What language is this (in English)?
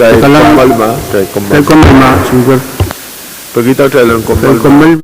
Pohnpeian